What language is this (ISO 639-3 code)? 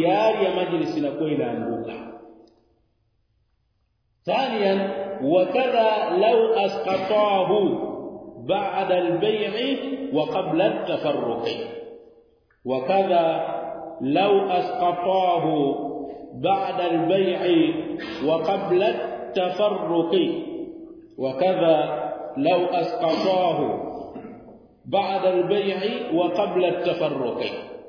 swa